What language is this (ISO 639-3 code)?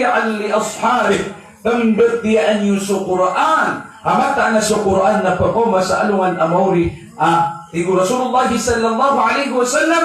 mrw